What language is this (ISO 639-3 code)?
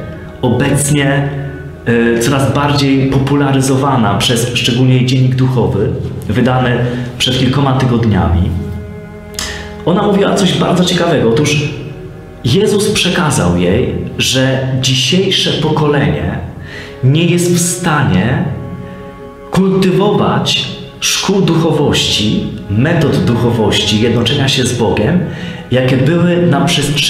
pol